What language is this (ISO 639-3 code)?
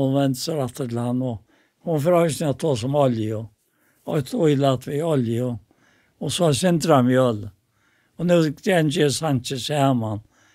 fao